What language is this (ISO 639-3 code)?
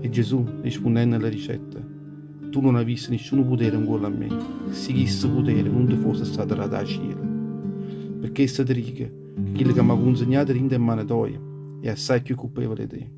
nap